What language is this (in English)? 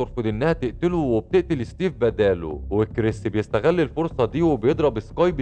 Egyptian Arabic